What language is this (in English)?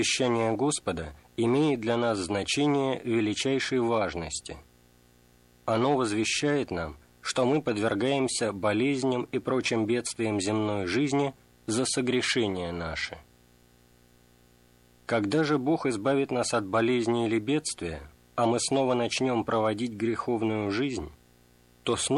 Russian